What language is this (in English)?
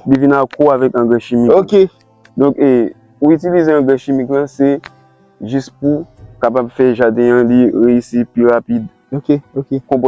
Haitian Creole